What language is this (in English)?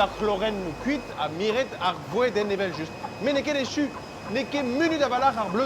Breton